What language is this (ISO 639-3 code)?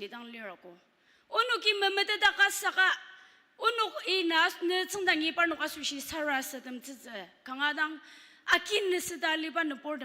njo